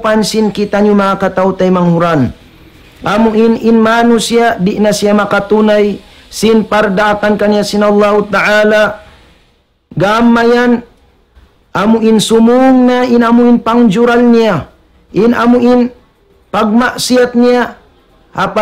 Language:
Tausug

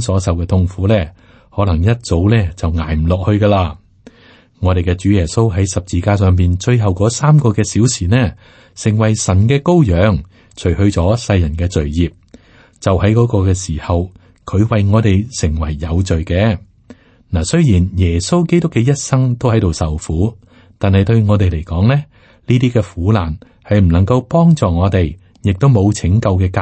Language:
Cantonese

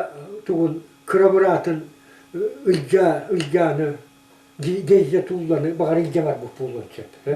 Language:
Yakut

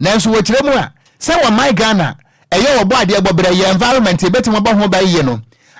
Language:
Akan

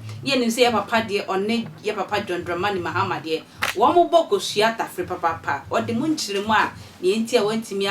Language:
Akan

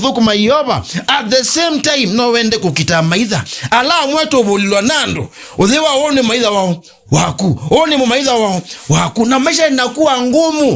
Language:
Kamba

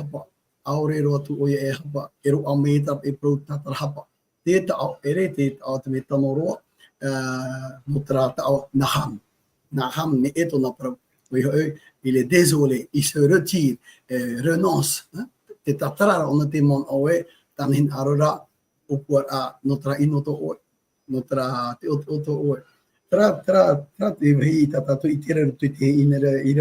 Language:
Tahitian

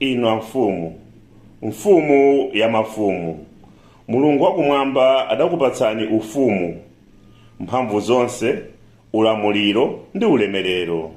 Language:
Nyanja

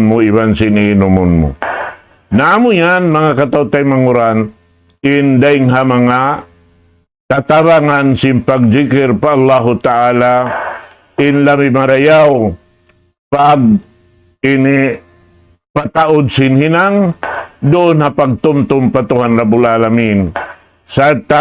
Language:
Tausug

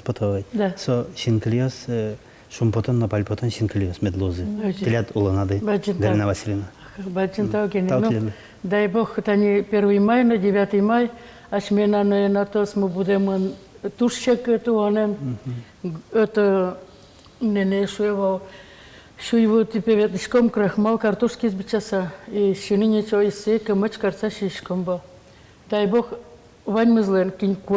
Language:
Udmurt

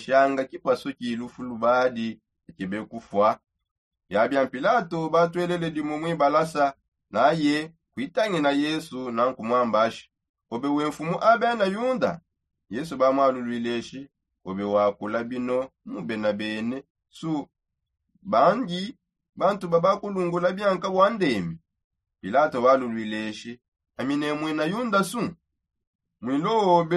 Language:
Songe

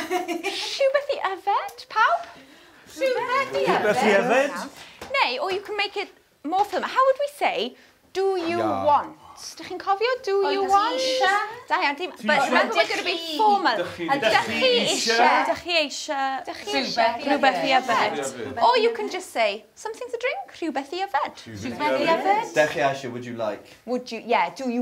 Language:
Welsh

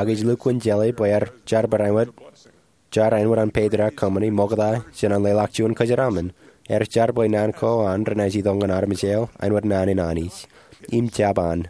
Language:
Marshallese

